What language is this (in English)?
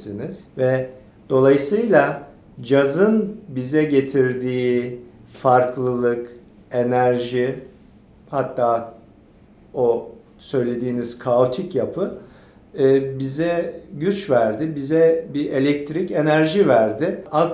Turkish